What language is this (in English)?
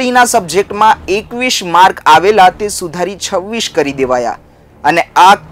Gujarati